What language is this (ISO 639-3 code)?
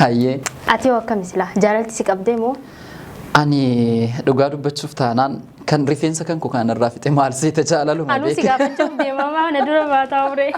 orm